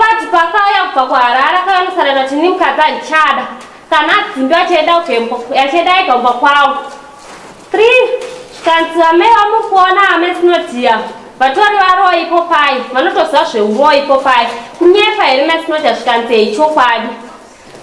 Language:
Shona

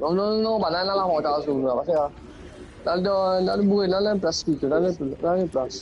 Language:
Morisyen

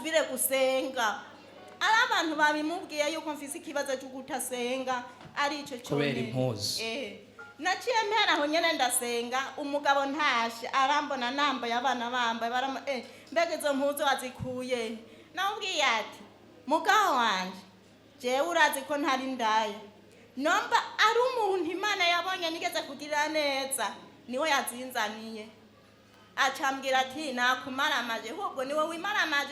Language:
Rundi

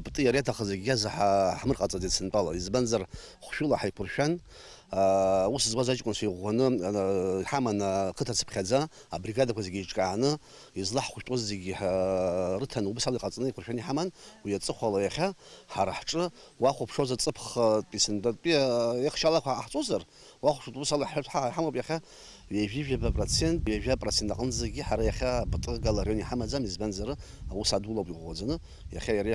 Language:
Abkhazian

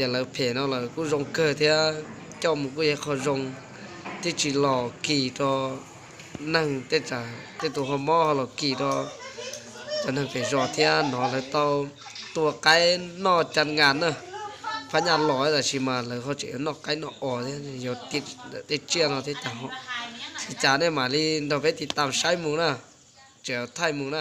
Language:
Hmong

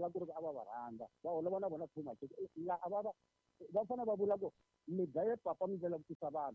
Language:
Tsonga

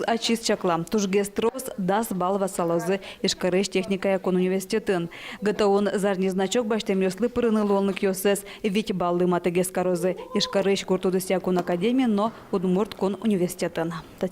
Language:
Udmurt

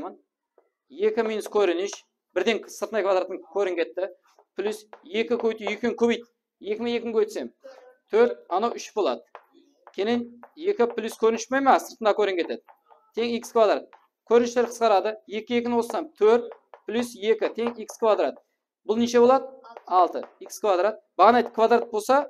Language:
Kara-Kalpak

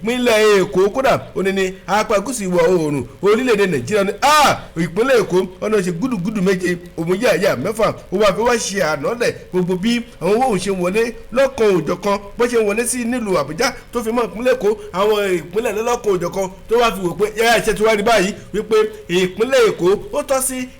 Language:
Yoruba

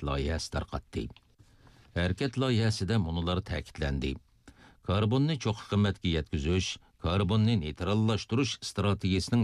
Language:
Uyghur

